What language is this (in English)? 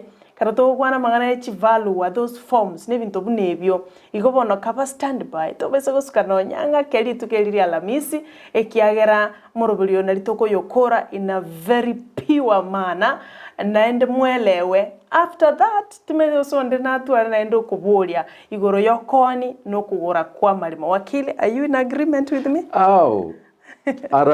Gusii